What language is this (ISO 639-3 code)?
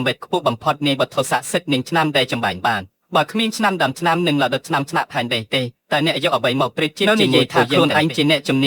khm